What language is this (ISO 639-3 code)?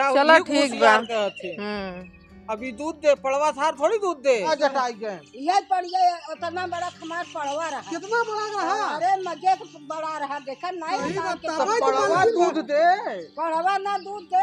awa